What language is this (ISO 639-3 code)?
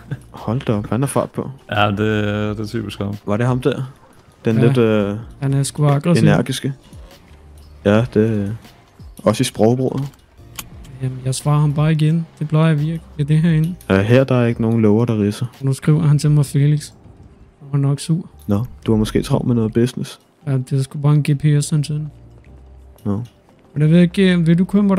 dan